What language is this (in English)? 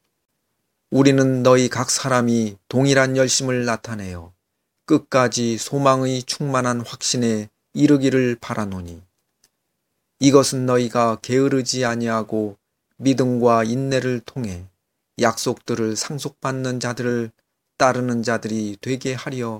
Korean